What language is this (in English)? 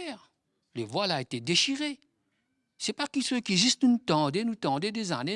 Morisyen